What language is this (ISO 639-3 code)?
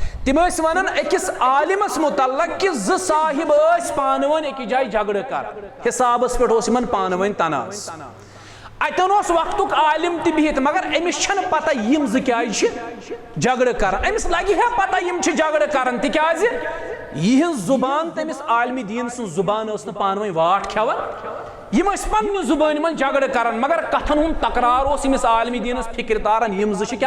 kas